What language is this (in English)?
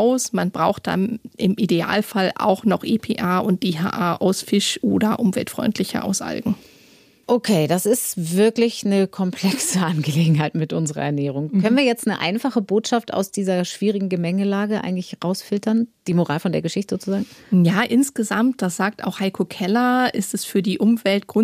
German